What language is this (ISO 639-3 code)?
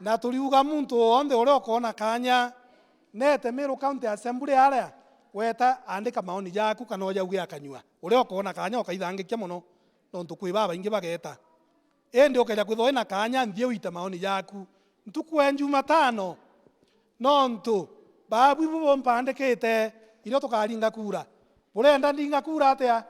mer